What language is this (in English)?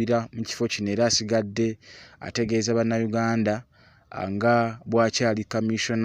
Ganda